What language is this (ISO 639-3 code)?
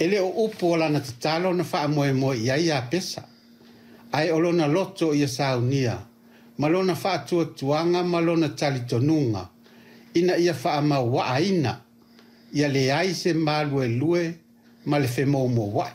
smo